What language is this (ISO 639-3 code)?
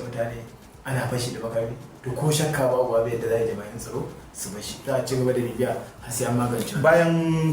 hau